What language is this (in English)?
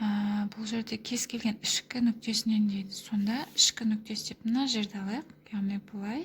Kazakh